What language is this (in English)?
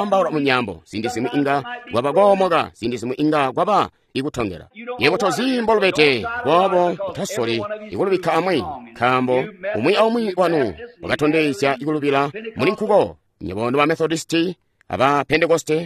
Tonga (Zambia)